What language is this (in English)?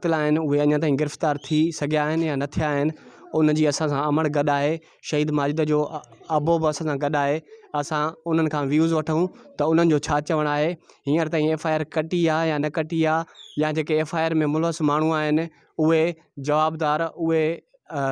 Sindhi